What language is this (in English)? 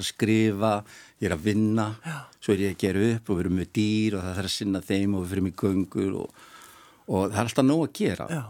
Icelandic